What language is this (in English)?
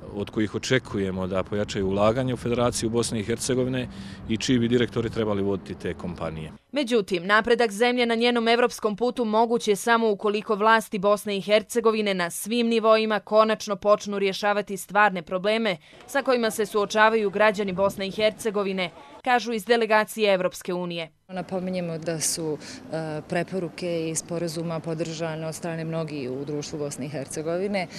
Bosnian